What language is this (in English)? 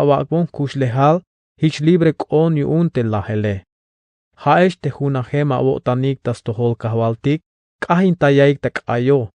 Tzeltal